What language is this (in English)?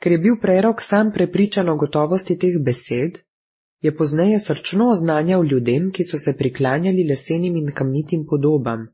Slovenian